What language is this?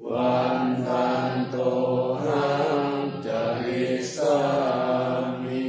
Pali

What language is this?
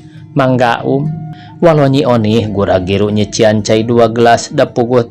Sundanese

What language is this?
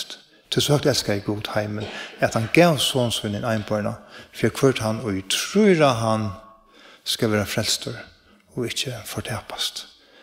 Faroese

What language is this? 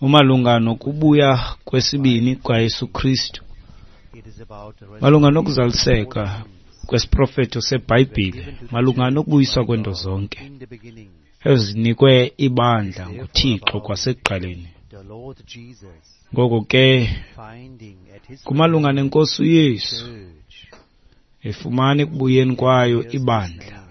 Xhosa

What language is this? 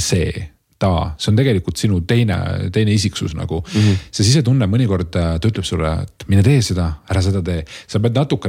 Estonian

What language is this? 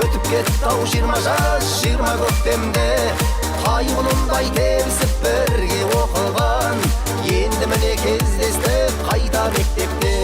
Kara-Kalpak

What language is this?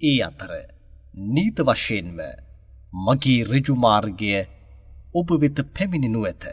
Sinhala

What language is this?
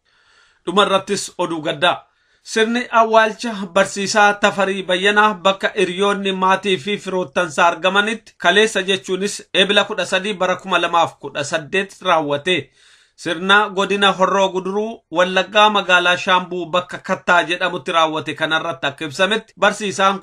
Oromo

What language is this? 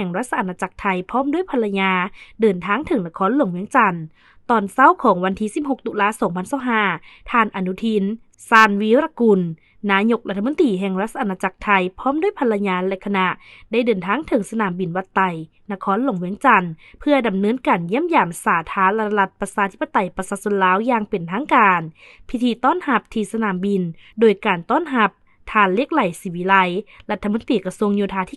Lao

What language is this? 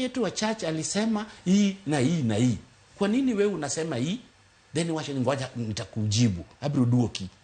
Luo (Kenya and Tanzania)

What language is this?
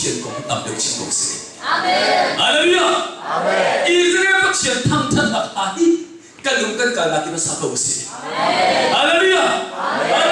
Hakha Chin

